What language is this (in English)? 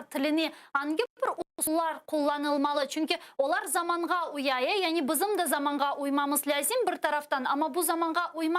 Crimean Tatar